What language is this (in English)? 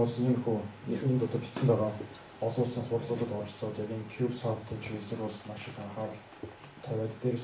Mongolian